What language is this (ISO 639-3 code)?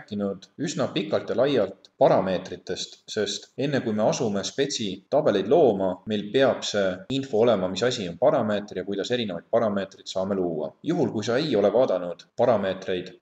est